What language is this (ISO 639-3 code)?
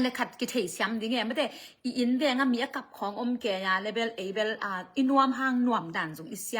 ctd